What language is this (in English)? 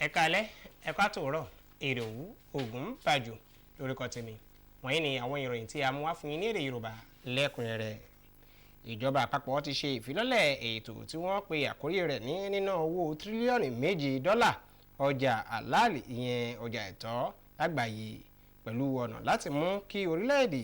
Yoruba